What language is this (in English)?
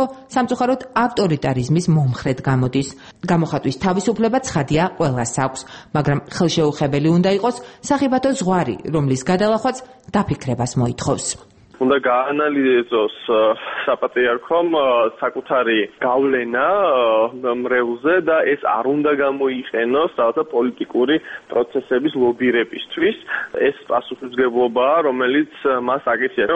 Georgian